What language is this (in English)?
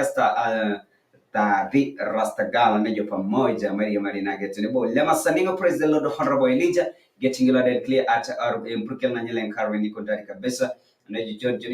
Masai